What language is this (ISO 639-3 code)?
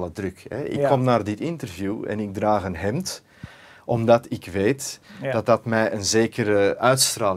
nld